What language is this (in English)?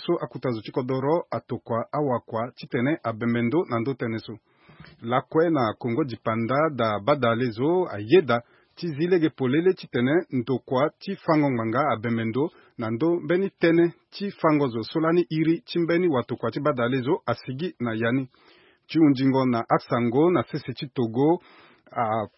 Sango